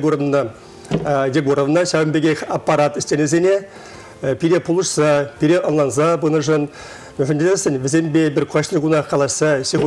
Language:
Chuvash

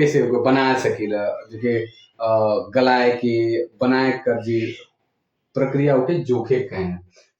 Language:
Sadri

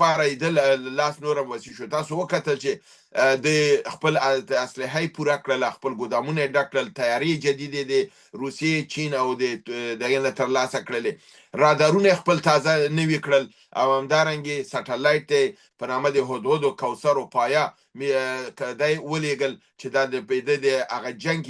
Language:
Pashto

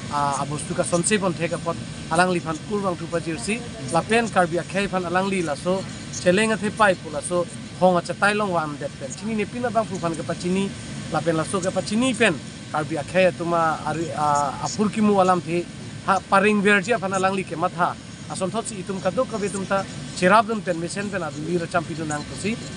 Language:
Karbi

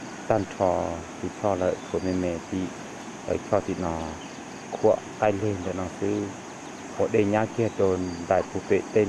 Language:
Hmong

